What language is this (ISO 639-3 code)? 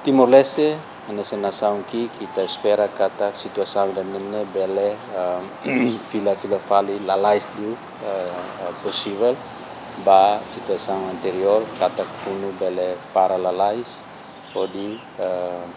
tet